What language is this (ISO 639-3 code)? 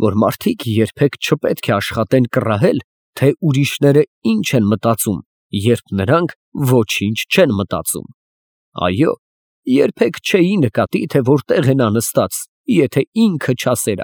hye